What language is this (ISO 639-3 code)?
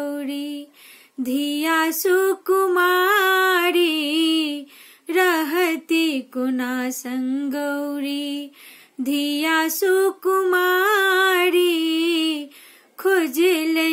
mai